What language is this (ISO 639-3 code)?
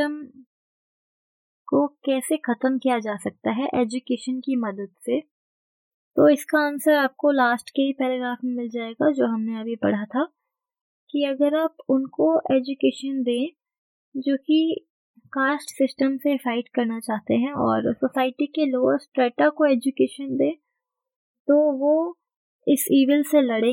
hin